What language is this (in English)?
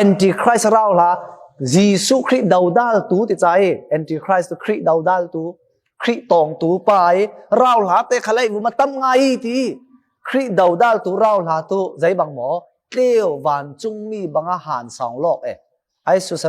Falam Chin